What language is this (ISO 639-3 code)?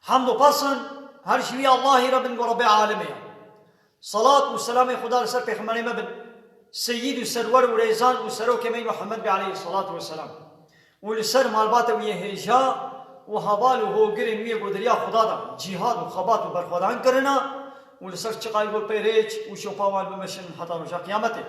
kur